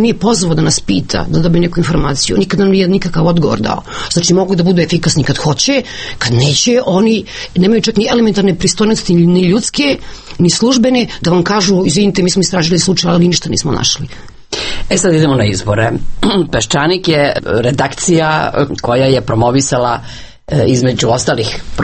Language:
Serbian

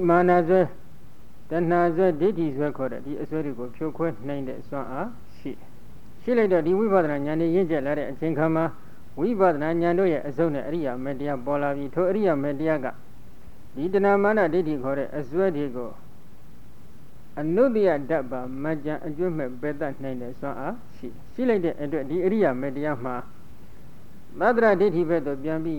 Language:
Burmese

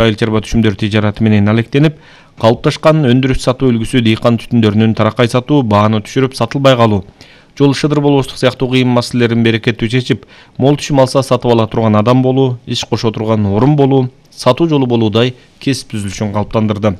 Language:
Kyrgyz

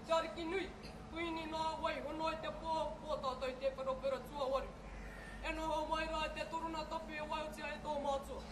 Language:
Māori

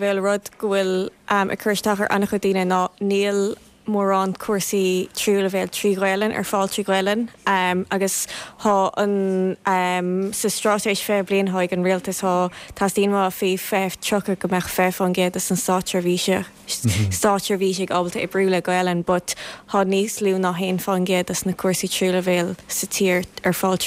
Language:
Irish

